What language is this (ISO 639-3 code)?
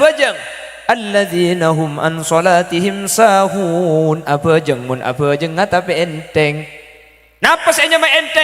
mad